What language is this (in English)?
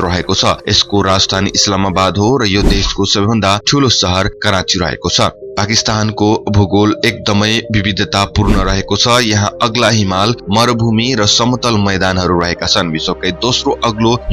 Nepali